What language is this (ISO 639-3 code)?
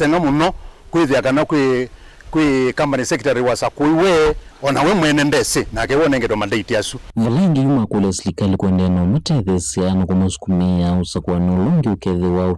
kam